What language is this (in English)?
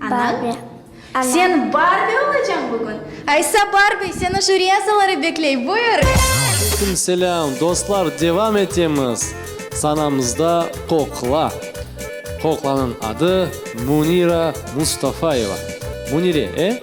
Crimean Tatar